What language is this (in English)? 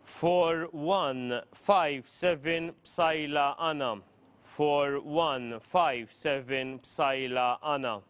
English